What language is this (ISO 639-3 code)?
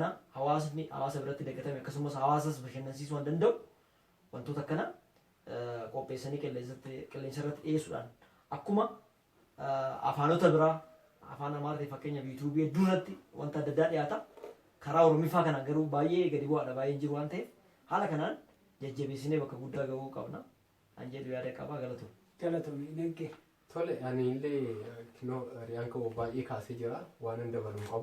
orm